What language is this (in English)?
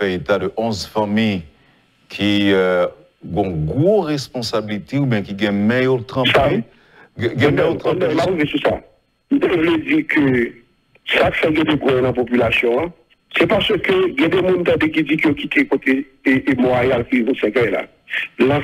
Haitian Creole